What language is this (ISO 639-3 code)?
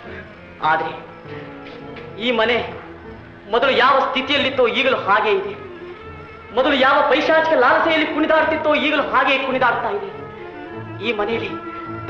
kan